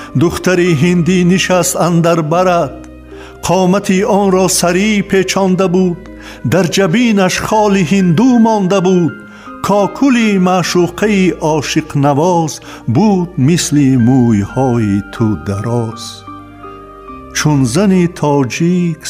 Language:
Persian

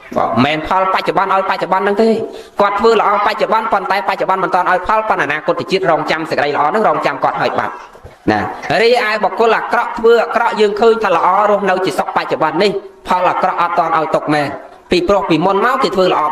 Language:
Khmer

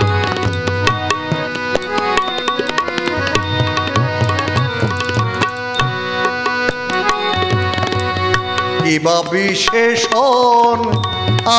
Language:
Bangla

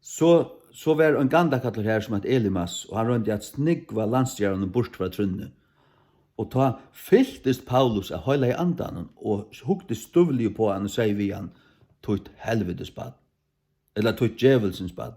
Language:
Faroese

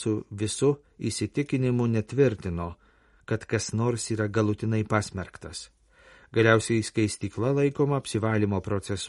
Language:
Lithuanian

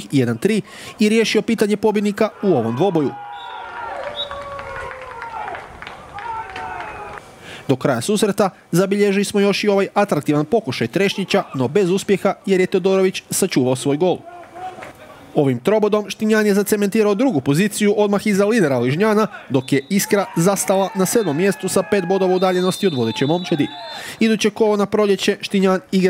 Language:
Croatian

